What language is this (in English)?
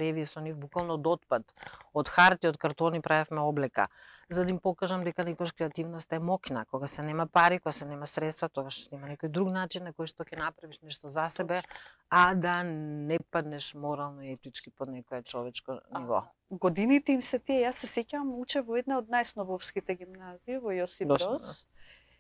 Macedonian